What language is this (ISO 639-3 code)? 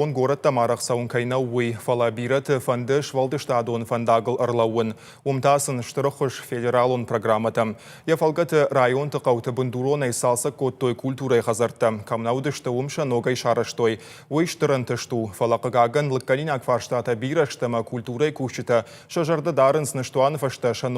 oss